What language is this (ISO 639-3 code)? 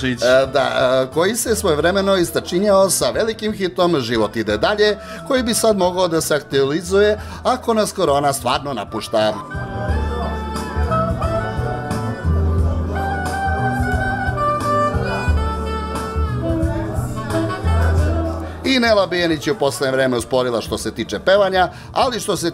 srp